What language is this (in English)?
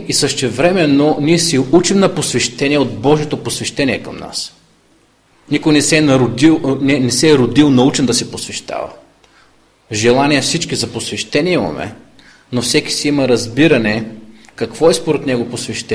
Bulgarian